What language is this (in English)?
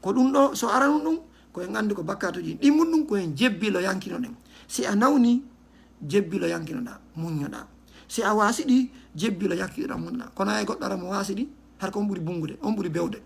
Fula